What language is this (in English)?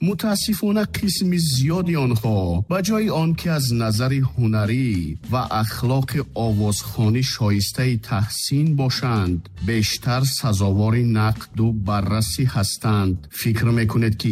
Tajik